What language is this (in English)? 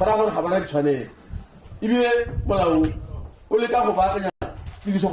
Tswana